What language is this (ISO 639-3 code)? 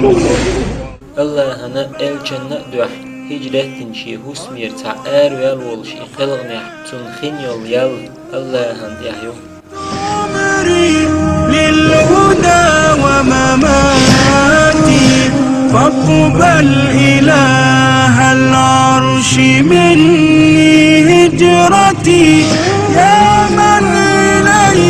che